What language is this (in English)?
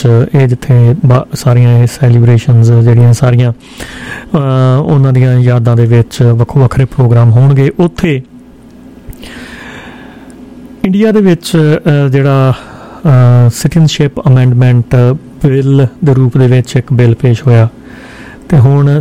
Punjabi